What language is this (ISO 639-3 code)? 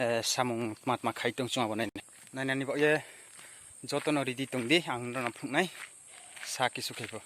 trp